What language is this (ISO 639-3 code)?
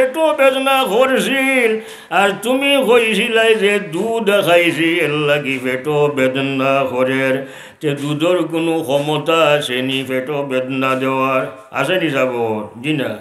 syl